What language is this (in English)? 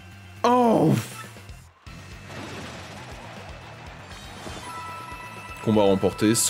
French